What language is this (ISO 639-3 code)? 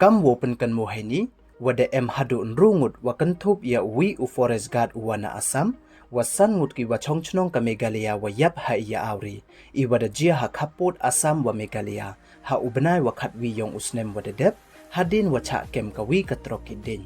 pbv